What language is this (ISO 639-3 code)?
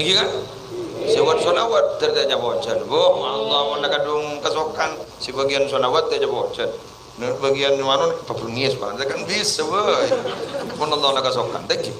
mad